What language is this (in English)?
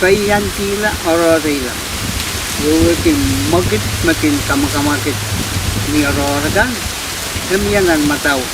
Pohnpeian